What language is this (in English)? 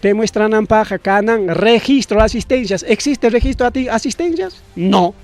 Ayacucho Quechua